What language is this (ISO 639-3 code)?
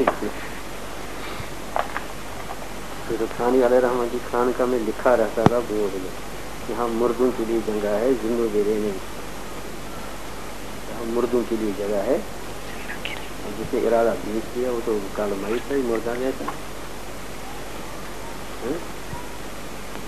urd